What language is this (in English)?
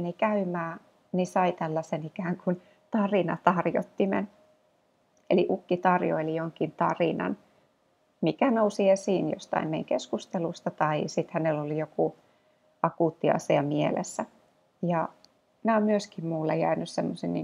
Finnish